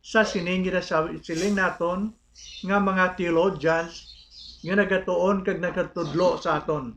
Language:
Hiligaynon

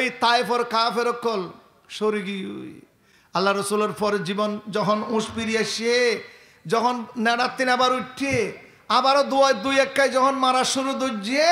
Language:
Rohingya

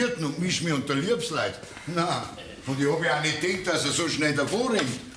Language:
Bavarian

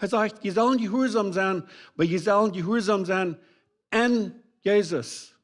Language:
Plautdietsch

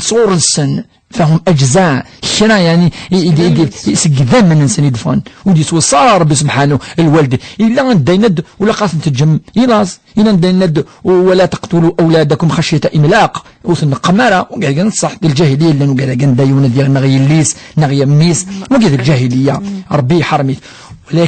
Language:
Kabyle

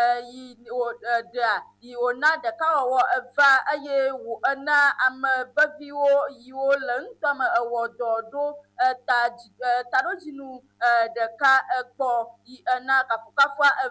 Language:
Ewe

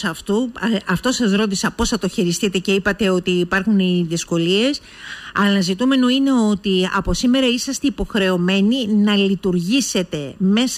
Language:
Greek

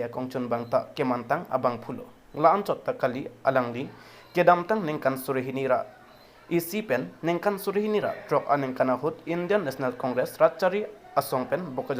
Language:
Karbi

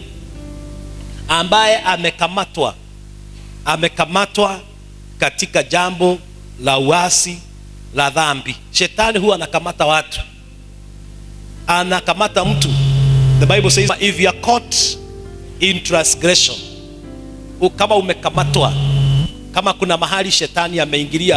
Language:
Swahili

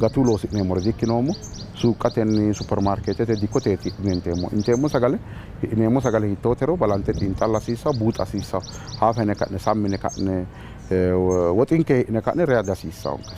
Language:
Sidamo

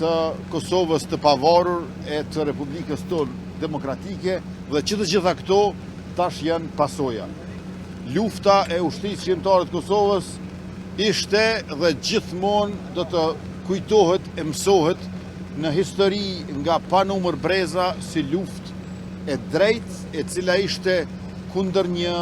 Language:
Albanian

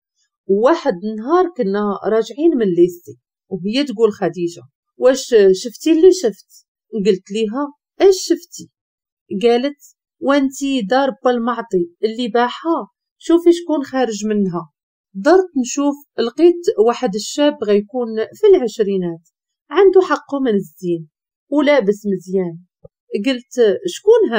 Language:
Moroccan Arabic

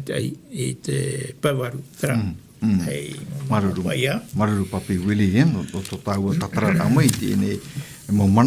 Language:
Tahitian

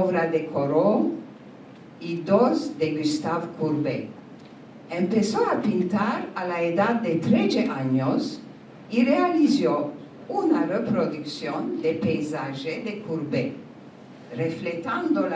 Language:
Ladino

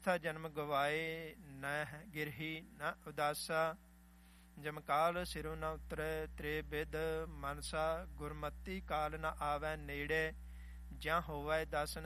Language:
Punjabi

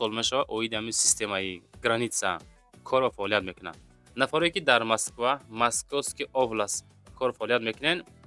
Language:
Tajik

